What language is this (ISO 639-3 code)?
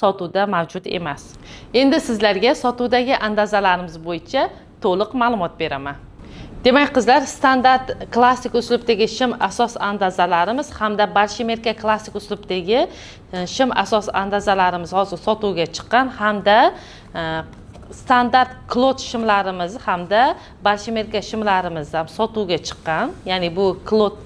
uzb